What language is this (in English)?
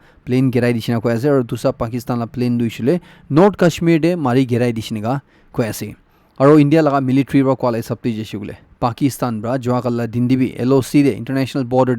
Naga Pidgin